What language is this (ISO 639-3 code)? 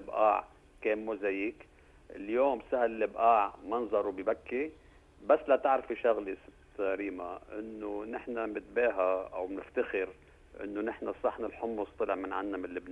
apc